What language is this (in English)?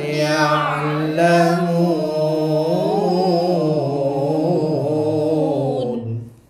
Malay